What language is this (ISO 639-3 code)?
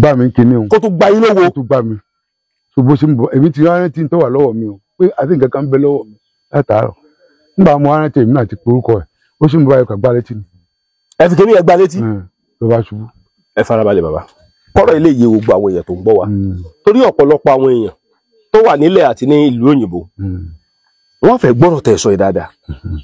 yor